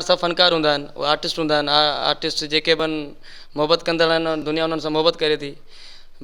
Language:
Sindhi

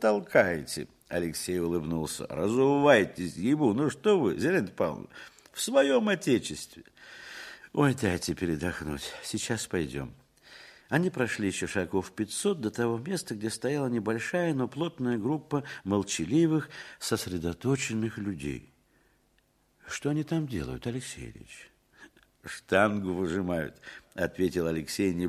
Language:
Russian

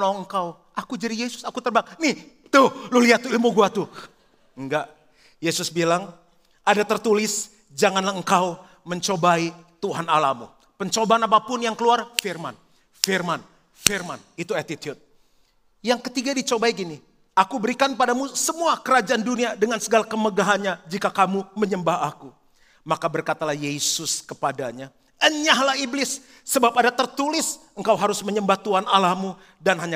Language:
Indonesian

